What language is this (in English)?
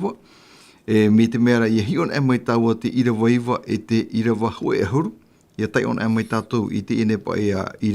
Tahitian